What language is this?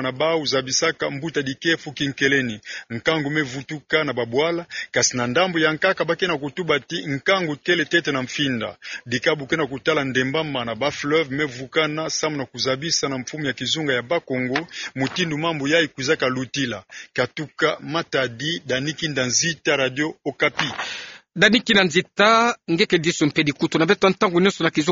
Kituba (Democratic Republic of Congo)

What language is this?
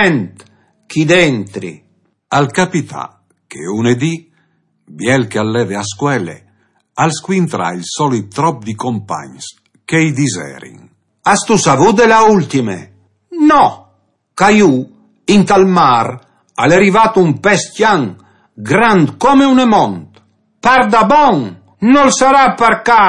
Friulian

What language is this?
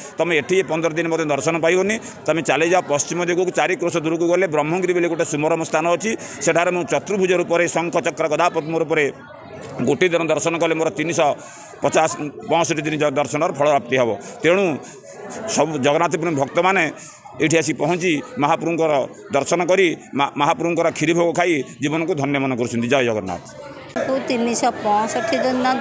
Odia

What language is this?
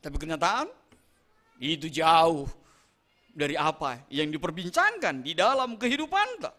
Batak Simalungun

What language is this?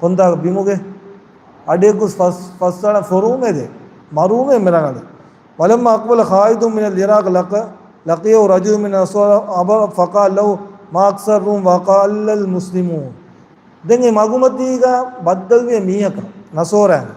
Divehi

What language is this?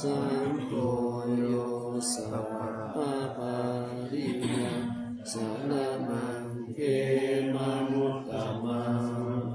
Pali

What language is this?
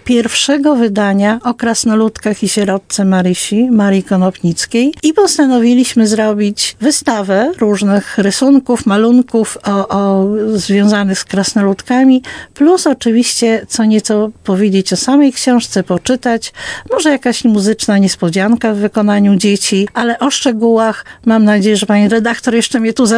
Polish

